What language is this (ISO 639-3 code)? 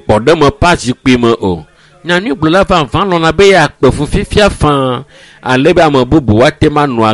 ewe